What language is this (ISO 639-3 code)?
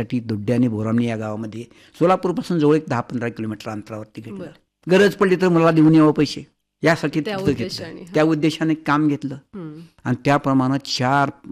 mar